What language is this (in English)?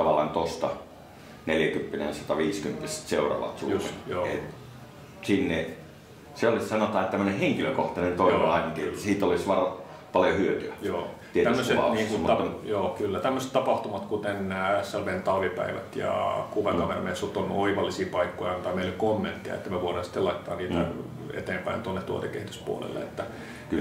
Finnish